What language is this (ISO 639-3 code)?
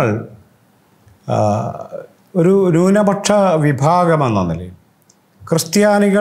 mal